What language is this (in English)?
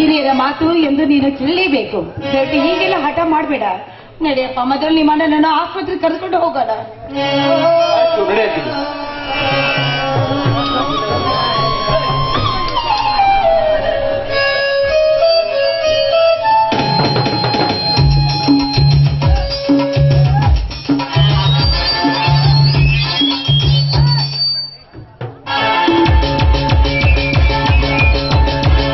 Kannada